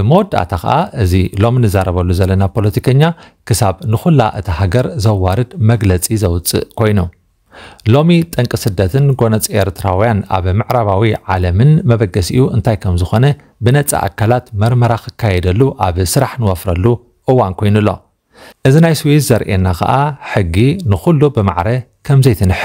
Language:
Tigrinya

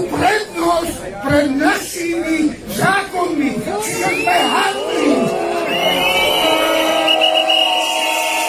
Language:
Slovak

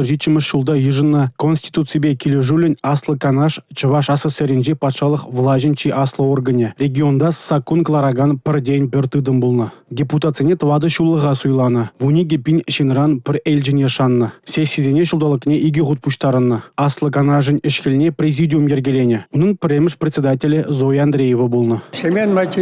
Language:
Chuvash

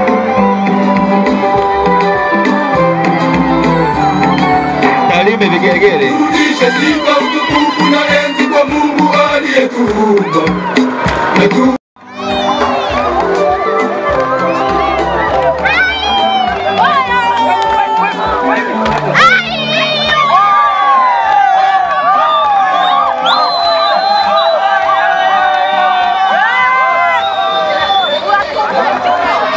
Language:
Swahili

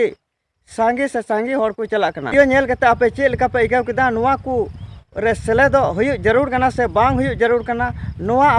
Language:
Santali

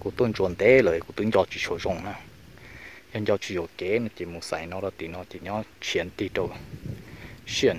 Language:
Hmong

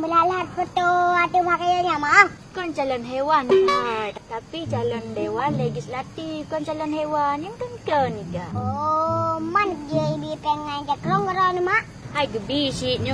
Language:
Achinese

